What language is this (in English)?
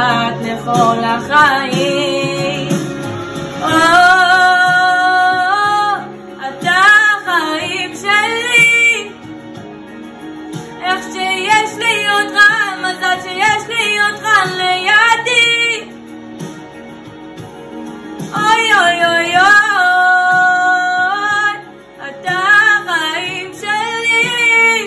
Hebrew